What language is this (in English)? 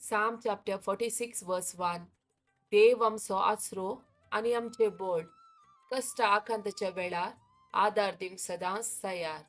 Konkani